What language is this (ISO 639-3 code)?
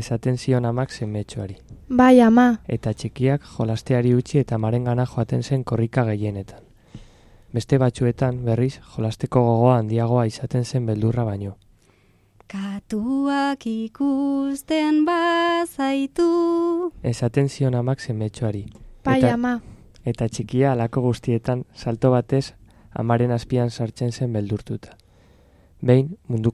eus